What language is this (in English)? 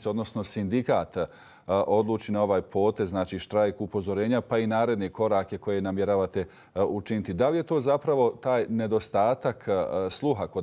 Bosnian